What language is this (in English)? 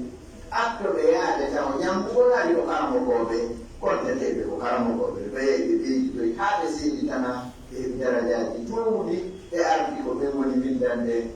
Pular